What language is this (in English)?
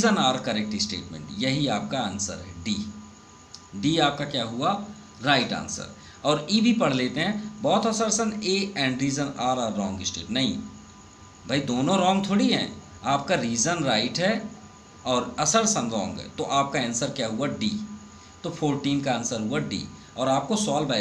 Hindi